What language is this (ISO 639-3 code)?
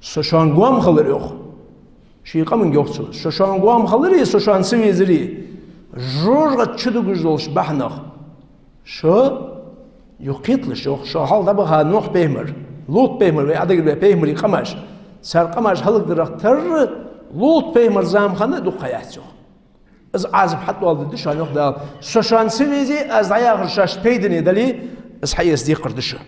inh